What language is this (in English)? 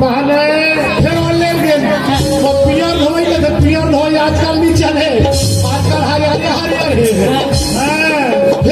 Chhattisgarhi